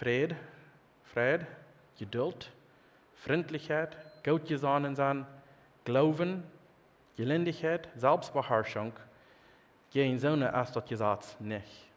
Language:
Plautdietsch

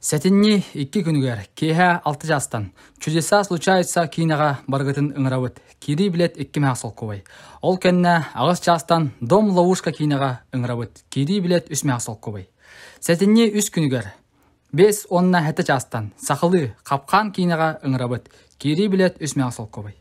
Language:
Yakut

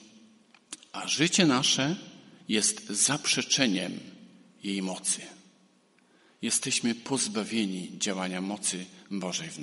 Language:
Polish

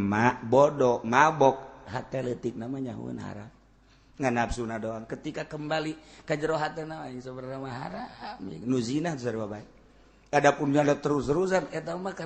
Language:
Sundanese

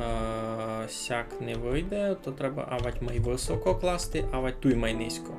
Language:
Rusyn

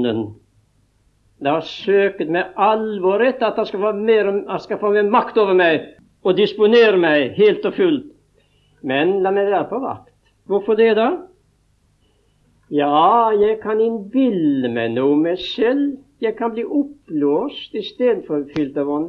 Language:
Norwegian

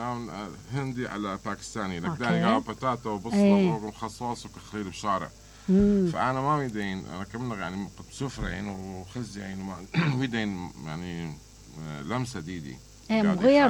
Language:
Mesopotamian Arabic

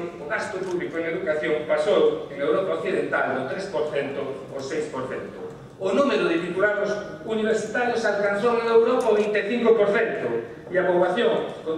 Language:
Galician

